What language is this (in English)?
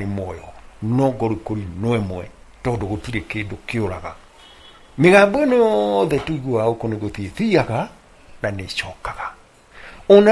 Kikuyu